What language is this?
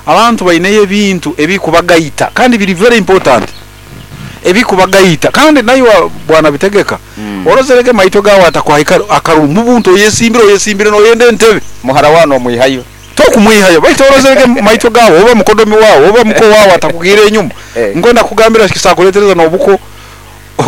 Nyoro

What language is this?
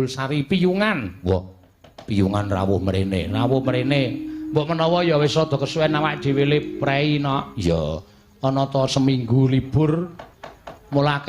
Javanese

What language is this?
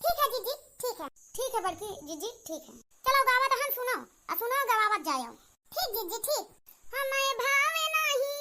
Awadhi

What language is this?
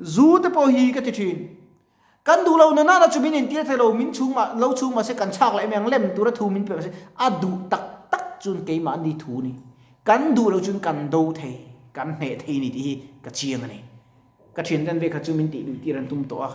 Mizo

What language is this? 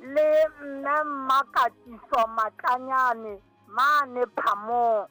Southern Sotho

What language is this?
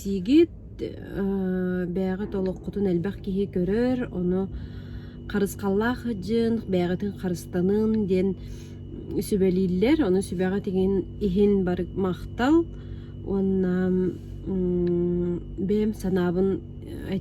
Yakut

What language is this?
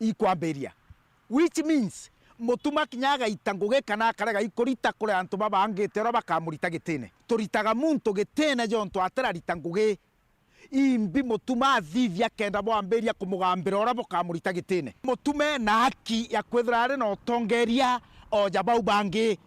Meru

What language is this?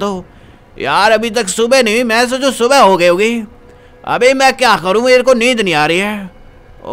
Hindi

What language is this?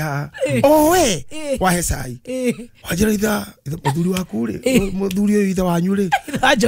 Kikuyu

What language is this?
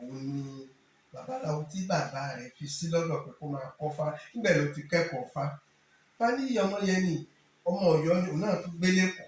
Yoruba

